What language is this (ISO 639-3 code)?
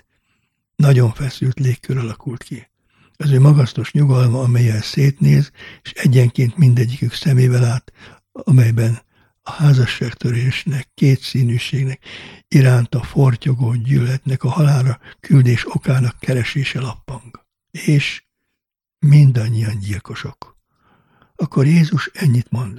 hun